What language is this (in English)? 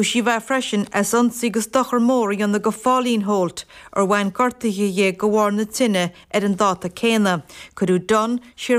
Irish